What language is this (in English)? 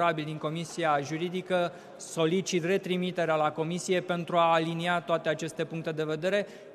Romanian